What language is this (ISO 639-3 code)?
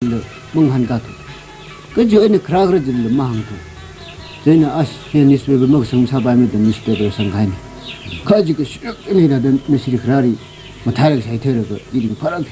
nmf